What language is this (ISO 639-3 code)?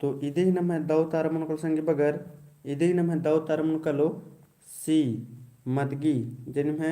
kru